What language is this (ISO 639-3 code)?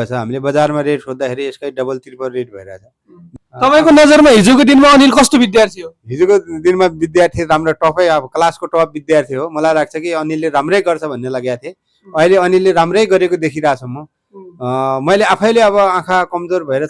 nep